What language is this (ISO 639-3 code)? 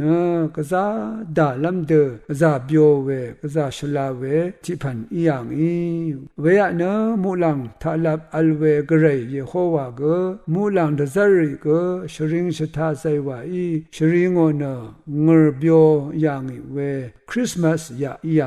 raw